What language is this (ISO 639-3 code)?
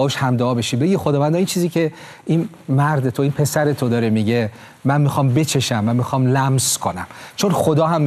fas